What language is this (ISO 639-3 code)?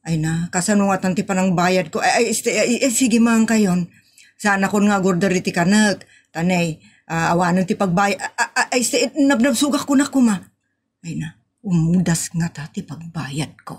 ilo